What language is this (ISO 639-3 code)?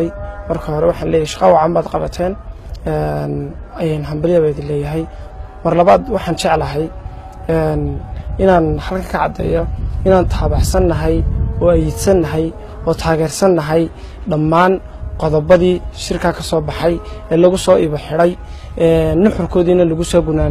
som